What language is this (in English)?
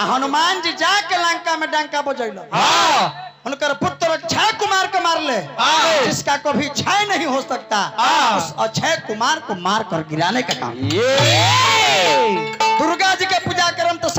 Bhojpuri